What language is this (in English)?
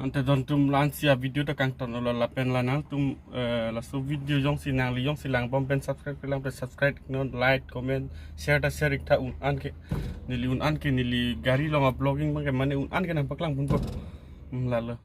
Karbi